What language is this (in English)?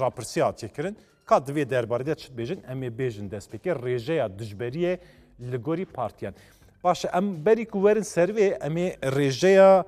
Kurdish